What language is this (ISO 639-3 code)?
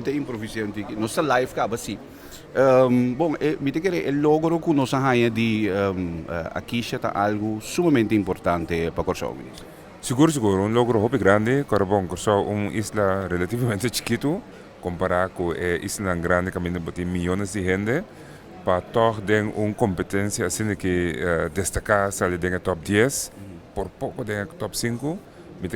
pap